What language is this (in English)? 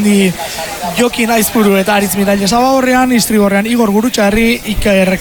Basque